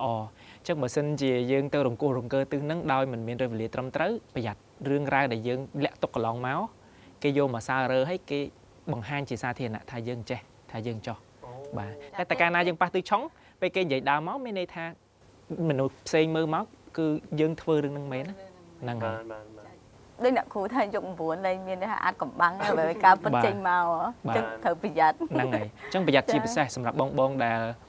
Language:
Khmer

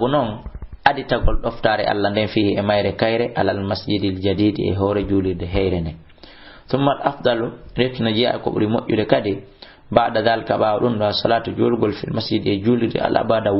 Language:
Fula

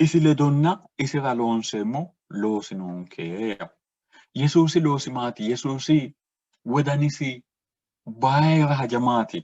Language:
Sidamo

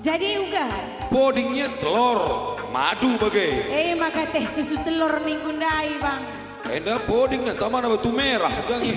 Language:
Batak Karo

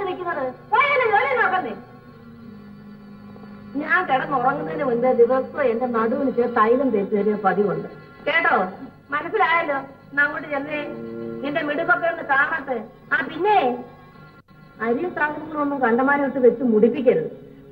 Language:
Malayalam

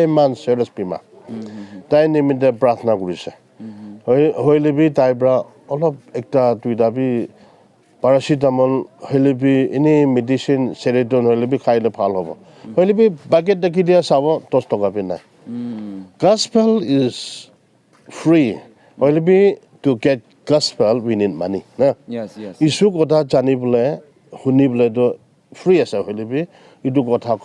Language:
Naga Pidgin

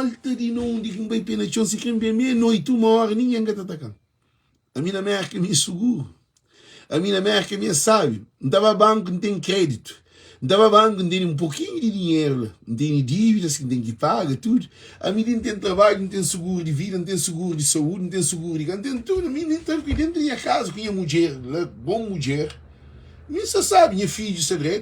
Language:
Kabuverdianu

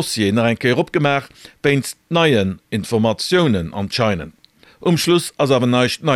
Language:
Luxembourgish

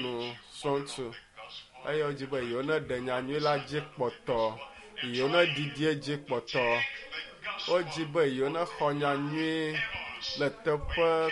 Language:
Ewe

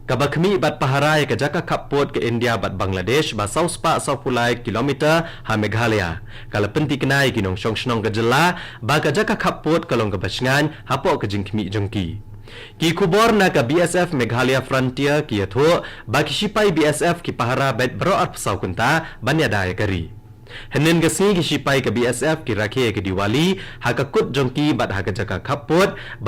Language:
Khasi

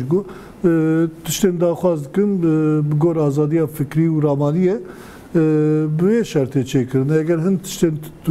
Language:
Kurdish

